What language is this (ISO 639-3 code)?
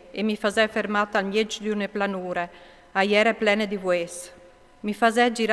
fur